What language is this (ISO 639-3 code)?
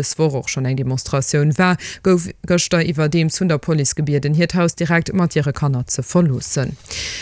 ltz